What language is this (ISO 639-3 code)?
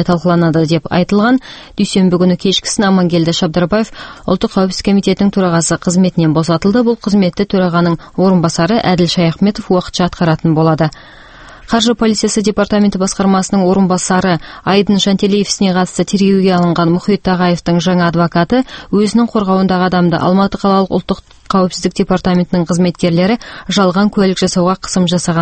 kaz